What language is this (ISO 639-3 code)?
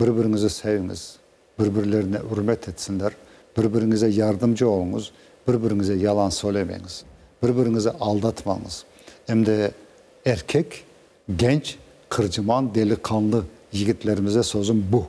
crh